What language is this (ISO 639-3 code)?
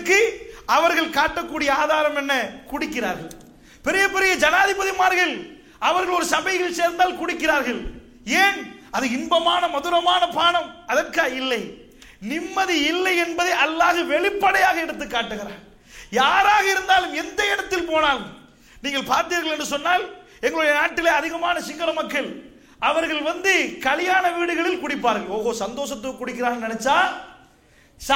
tam